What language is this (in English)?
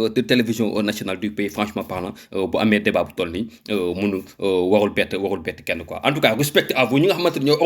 Wolof